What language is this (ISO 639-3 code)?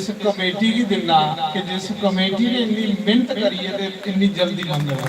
doi